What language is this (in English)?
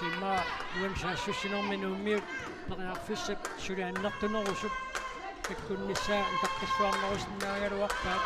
Kalaallisut